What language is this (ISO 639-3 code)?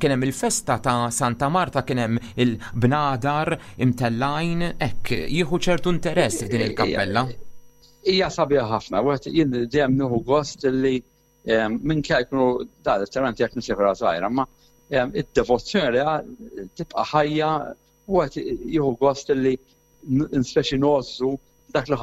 mlt